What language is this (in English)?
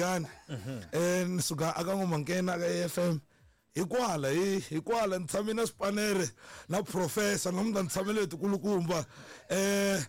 Tsonga